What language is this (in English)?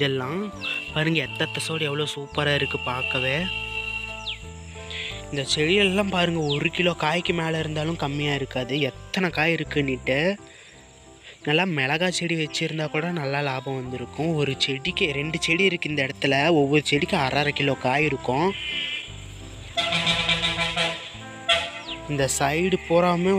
Tamil